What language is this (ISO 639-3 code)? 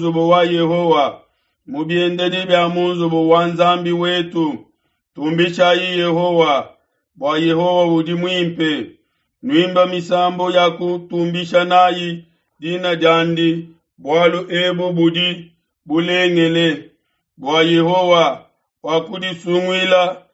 lua